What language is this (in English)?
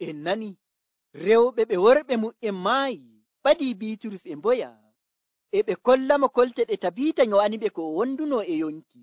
Nigerian Fulfulde